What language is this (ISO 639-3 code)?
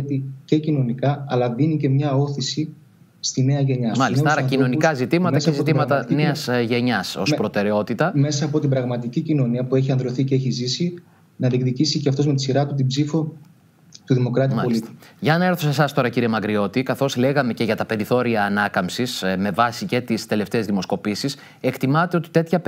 ell